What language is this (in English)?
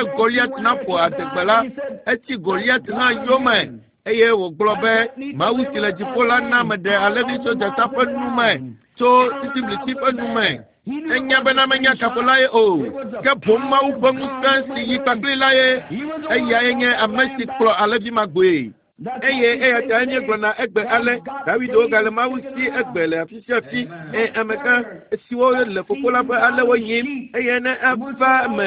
Ewe